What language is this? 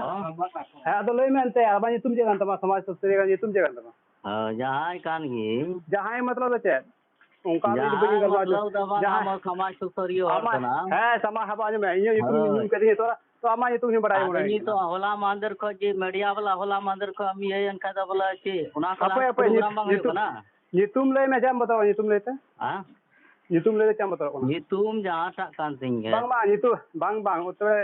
Santali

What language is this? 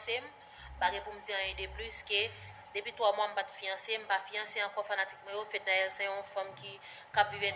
Haitian Creole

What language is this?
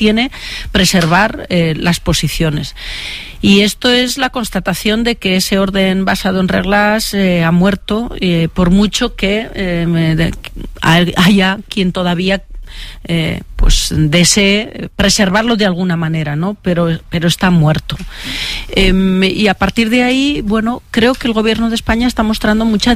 Spanish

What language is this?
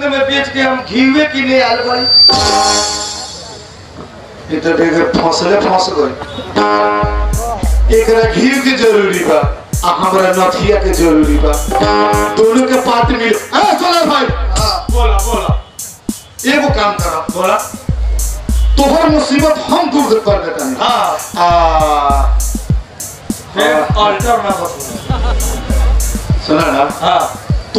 Bhojpuri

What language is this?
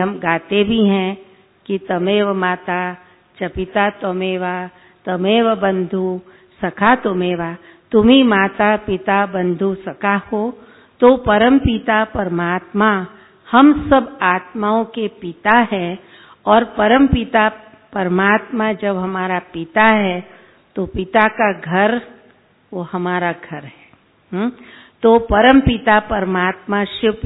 Hindi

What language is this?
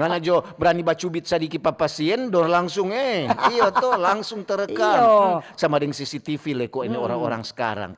Manado Malay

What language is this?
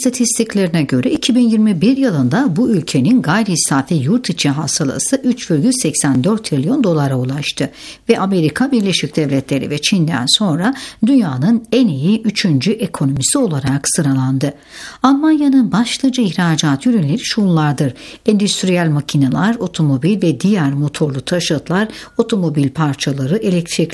Turkish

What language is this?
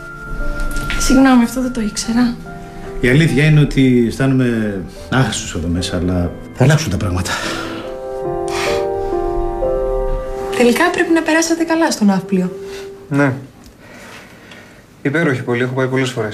Greek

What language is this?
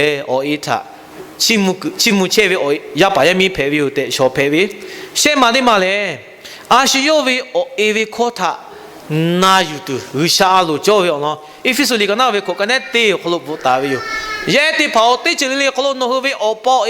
Lahu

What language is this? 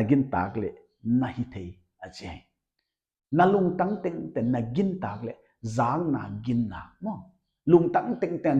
Paite Chin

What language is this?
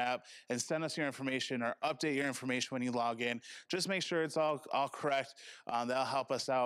English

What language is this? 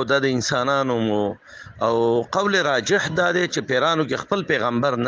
Pashto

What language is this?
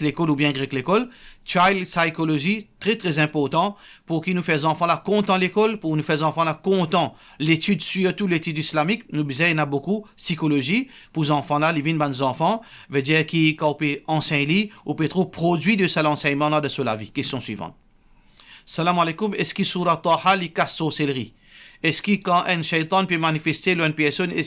Morisyen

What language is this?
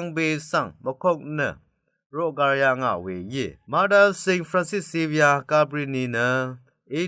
Rawang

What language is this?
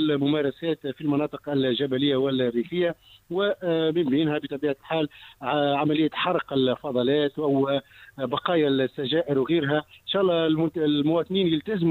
Tunisian Arabic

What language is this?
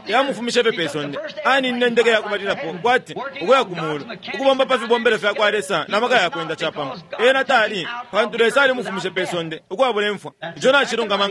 Bemba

